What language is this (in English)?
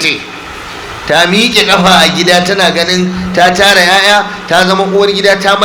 Hausa